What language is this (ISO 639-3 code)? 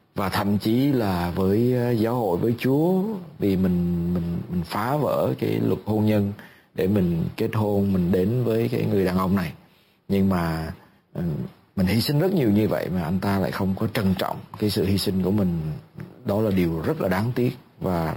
vie